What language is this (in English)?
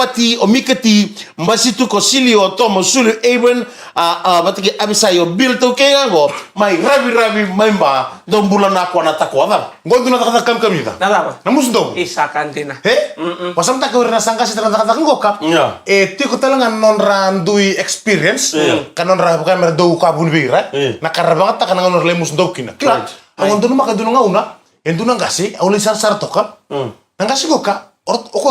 Fijian